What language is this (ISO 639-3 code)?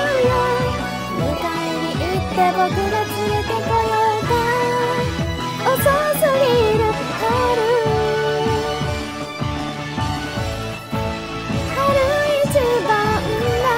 jpn